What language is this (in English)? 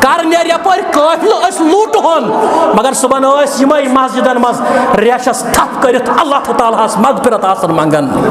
Kashmiri